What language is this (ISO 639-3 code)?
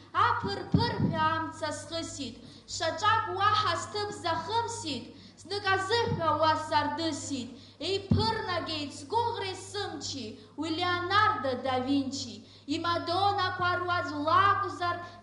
abk